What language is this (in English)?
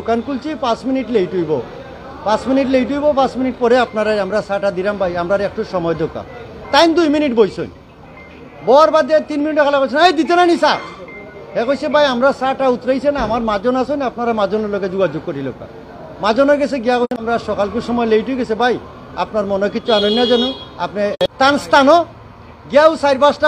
Sylheti